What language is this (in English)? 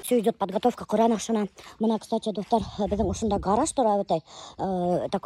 Bashkir